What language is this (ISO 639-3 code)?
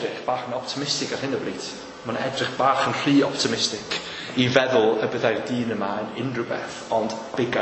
cym